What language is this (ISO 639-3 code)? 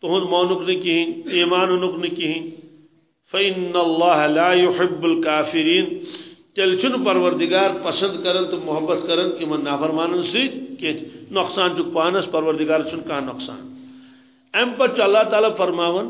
kas